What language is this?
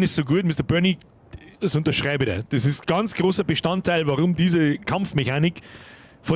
Bavarian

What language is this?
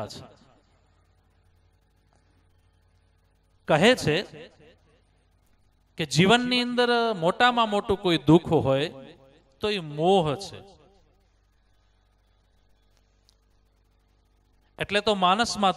Gujarati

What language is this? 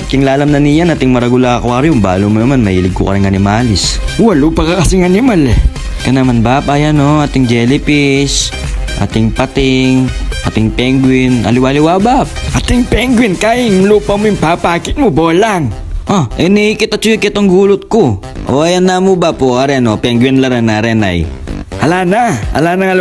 Pampanga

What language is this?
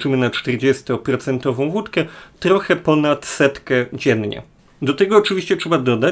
Polish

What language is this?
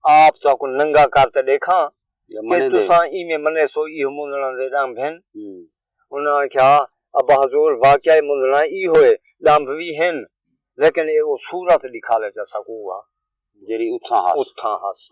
Saraiki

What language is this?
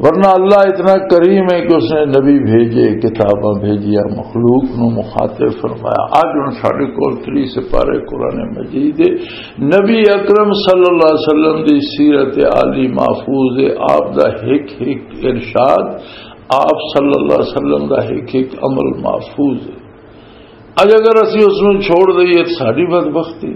Western Panjabi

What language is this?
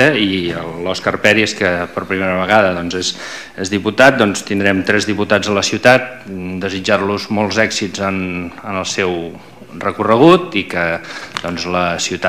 Catalan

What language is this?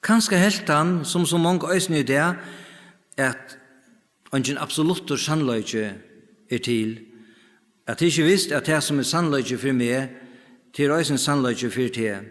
Faroese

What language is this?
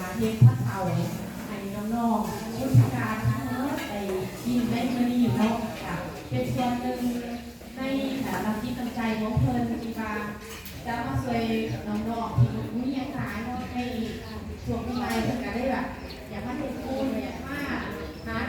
Lao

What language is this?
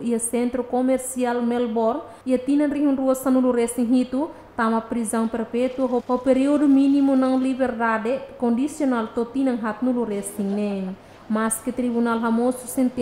Tetum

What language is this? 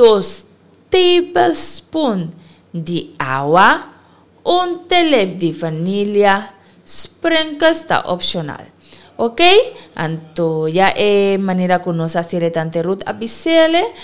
Papiamento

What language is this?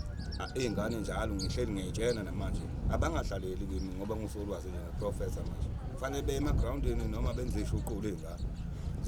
Zulu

